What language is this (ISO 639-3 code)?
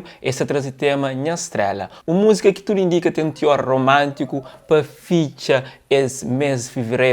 kea